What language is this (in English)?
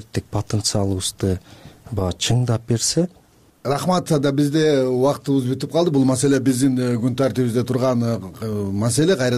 Kyrgyz